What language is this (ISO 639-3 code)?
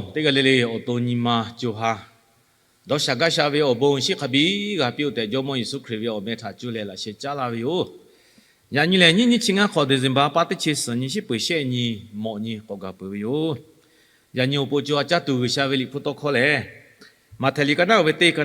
lhu